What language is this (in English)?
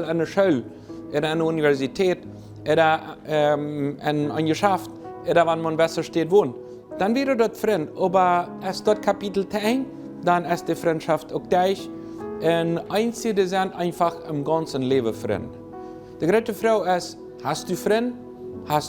Plautdietsch